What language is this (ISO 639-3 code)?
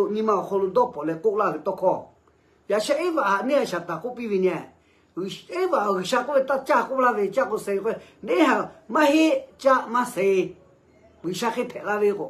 lhu